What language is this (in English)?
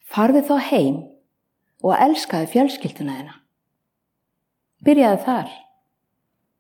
Icelandic